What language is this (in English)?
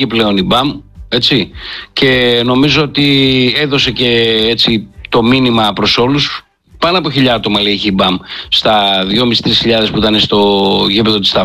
Greek